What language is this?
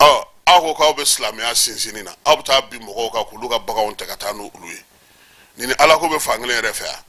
Bambara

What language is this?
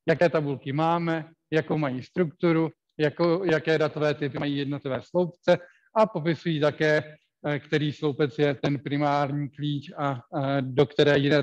Czech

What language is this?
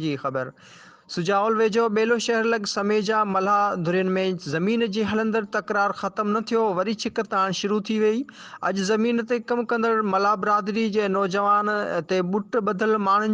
Sindhi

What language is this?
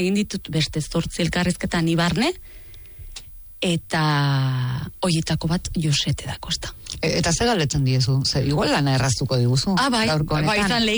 Basque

